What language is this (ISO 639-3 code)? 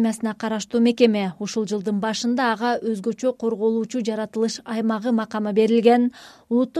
kir